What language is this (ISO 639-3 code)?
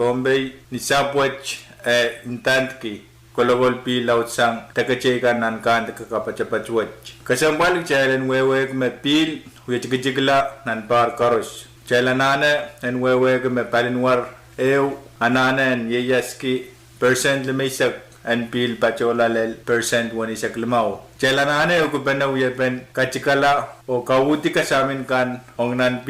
pon